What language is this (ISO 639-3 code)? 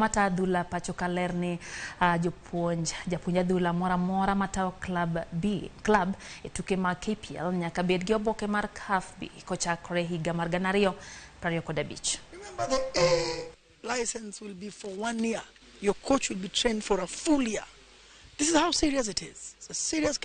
luo